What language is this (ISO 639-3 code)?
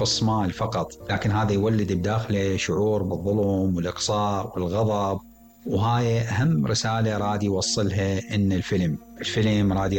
acm